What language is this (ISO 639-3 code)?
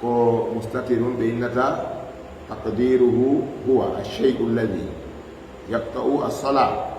ful